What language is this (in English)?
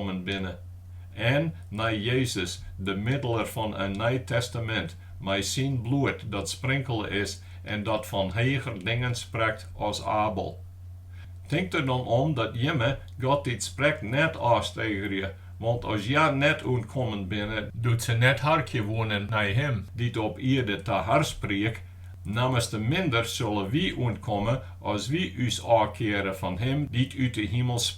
Western Frisian